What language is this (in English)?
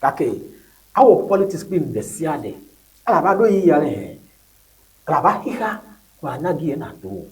Ewe